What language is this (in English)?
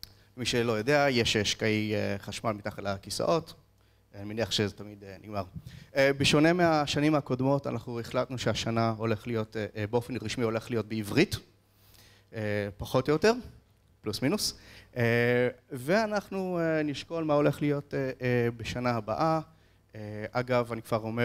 Hebrew